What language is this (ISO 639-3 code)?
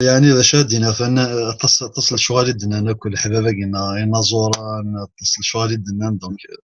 kab